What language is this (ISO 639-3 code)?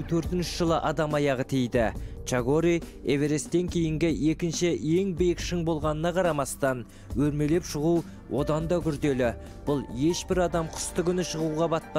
kaz